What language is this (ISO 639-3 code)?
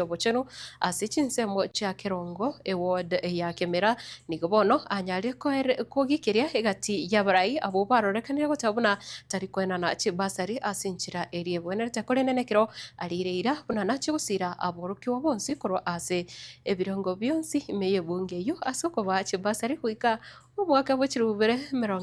guz